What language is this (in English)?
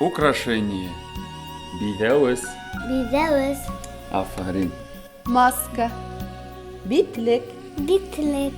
Bashkir